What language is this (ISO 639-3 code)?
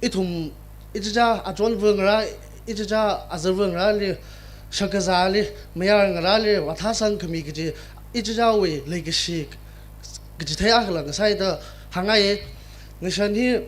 nmf